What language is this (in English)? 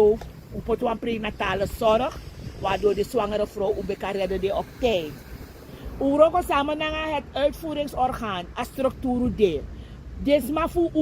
Sranan Tongo